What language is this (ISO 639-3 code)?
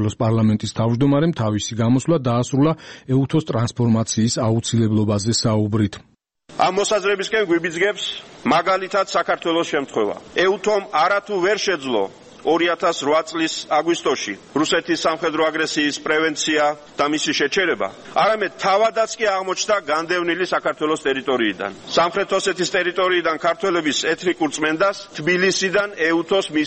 kat